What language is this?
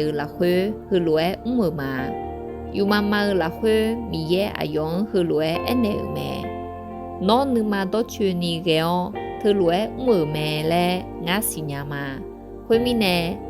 Akha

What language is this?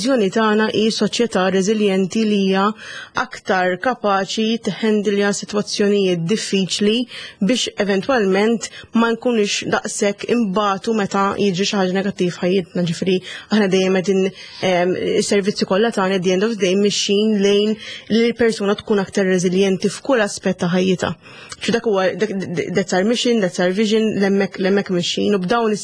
Maltese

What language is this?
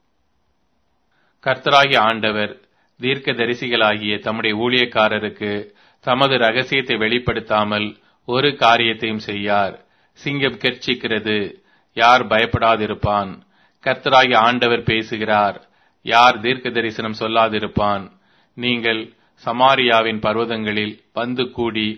Tamil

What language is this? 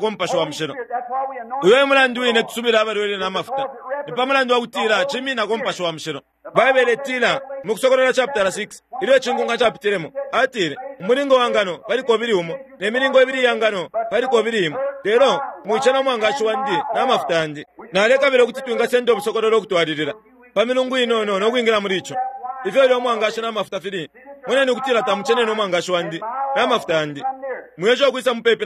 Bemba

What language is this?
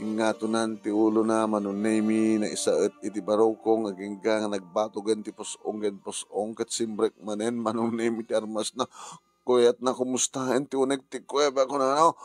Iloko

